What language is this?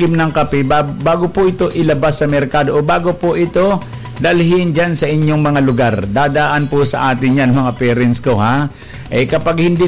Filipino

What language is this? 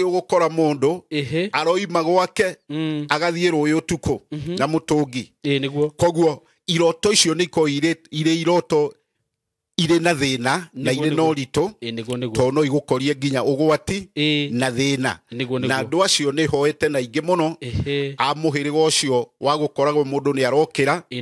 Kikuyu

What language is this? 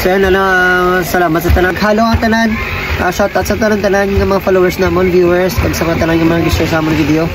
Hiligaynon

